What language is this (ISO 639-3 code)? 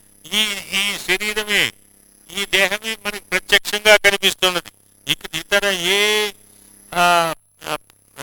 tel